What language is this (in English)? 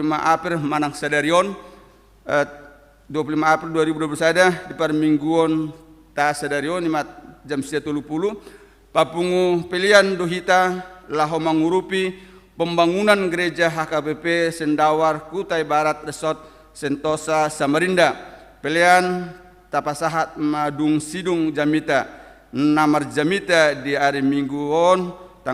Batak Toba